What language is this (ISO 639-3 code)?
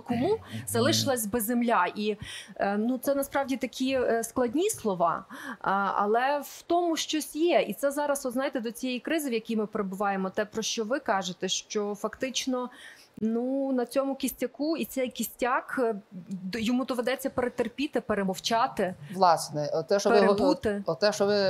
ukr